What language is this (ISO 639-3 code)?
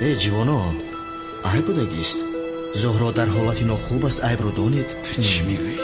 tgk